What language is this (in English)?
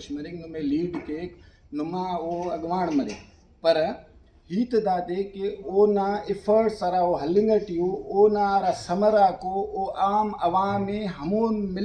Brahui